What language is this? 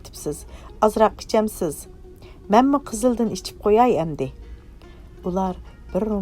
Uyghur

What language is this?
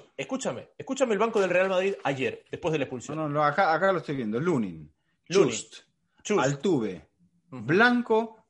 Spanish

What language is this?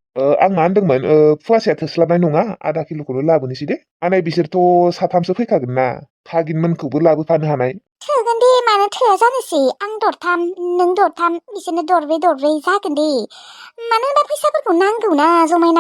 Bodo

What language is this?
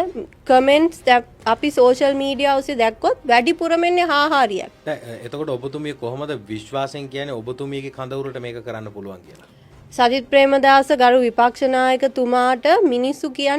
Sinhala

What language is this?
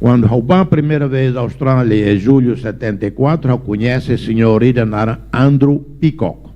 Tetum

